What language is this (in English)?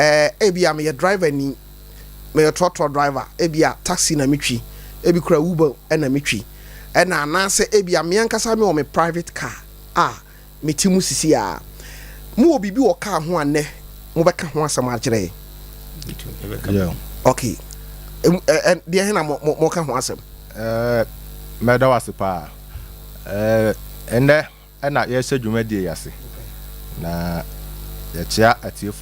Akan